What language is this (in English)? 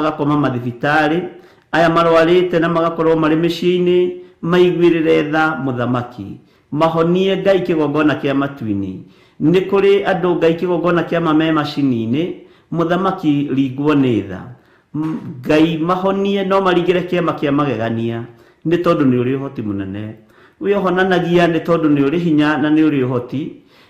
Kikuyu